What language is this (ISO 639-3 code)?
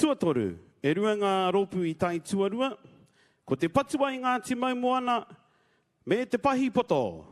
mri